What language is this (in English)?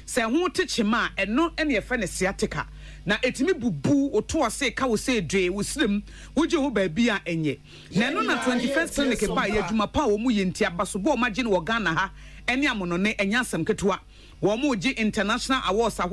Akan